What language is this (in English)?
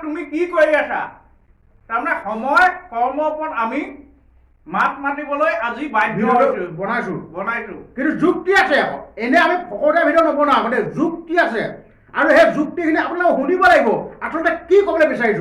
Assamese